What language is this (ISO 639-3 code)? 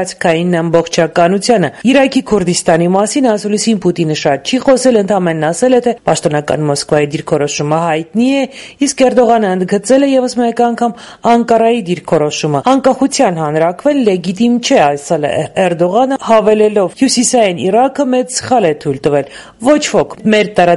hye